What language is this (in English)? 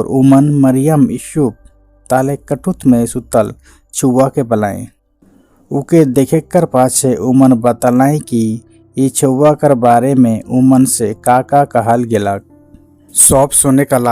Sadri